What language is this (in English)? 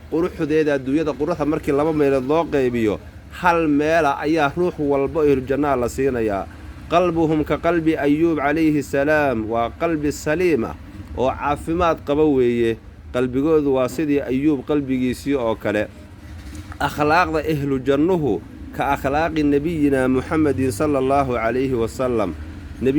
Somali